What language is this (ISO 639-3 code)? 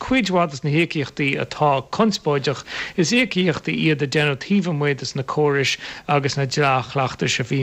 gle